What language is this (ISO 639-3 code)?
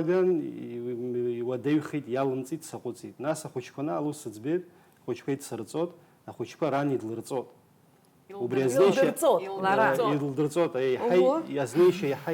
abk